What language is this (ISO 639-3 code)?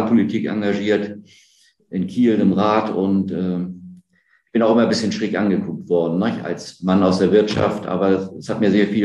deu